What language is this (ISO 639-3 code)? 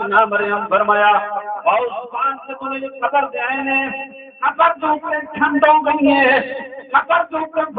skr